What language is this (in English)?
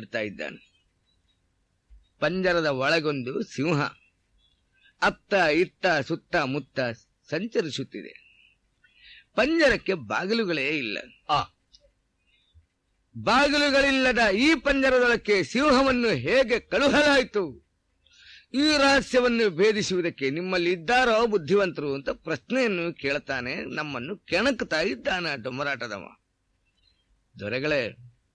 Kannada